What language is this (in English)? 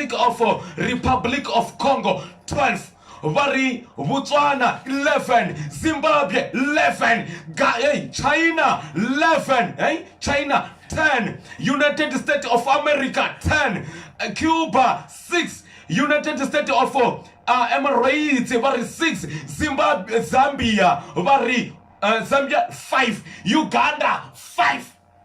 Venda